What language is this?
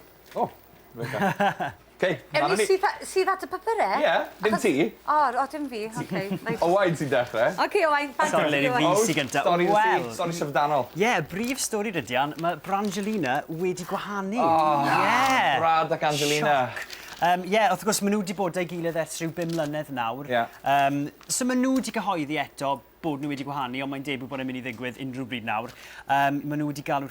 Welsh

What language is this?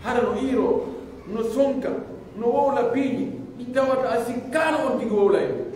Pular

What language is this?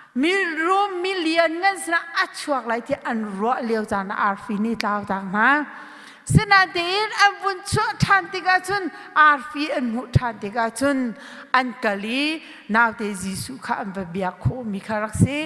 Hakha Chin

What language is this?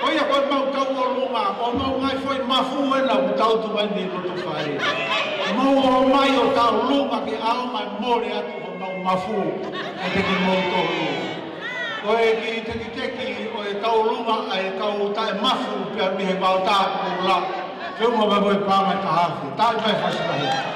Tongan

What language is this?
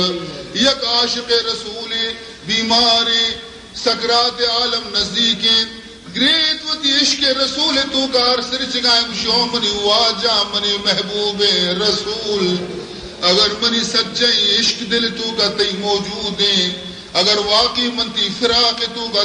Baluchi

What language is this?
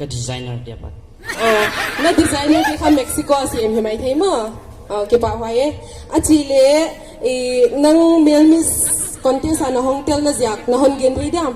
Paite Chin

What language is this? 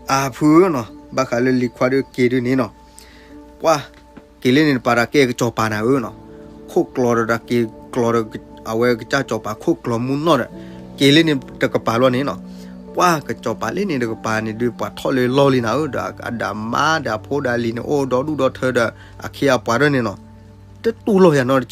S'gaw Karen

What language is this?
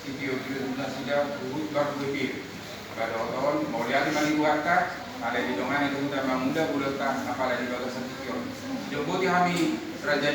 Batak Toba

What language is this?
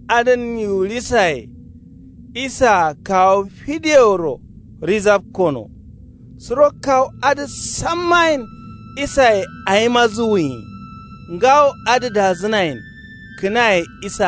Kanuri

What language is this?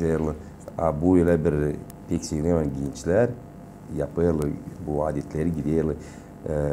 Gagauz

